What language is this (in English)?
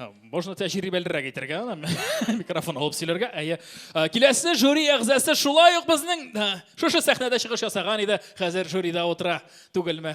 Tatar